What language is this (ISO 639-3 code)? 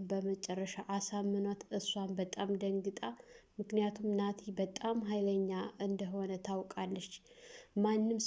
amh